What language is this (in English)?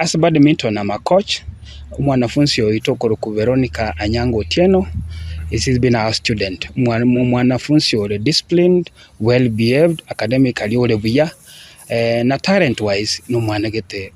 Gusii